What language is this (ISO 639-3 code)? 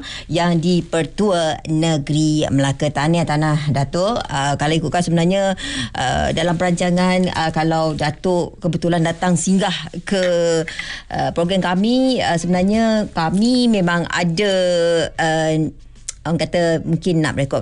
msa